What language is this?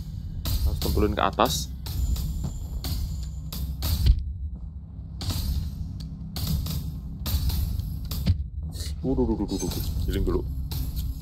Indonesian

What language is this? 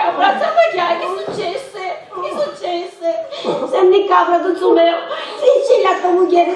Sicilian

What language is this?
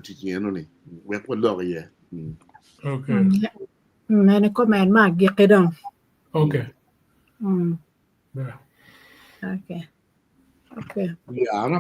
Acoli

